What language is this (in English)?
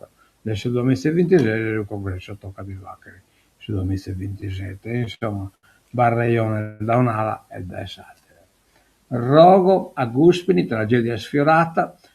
Sardinian